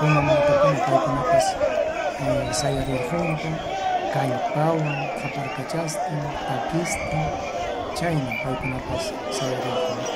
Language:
Ayacucho Quechua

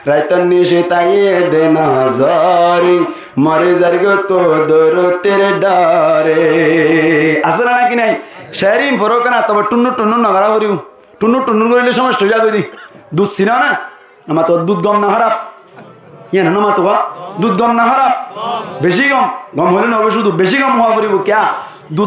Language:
Rohingya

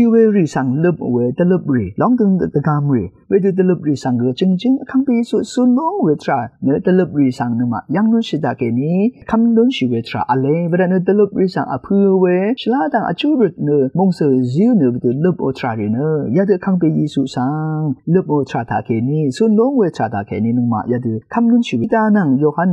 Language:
Rawang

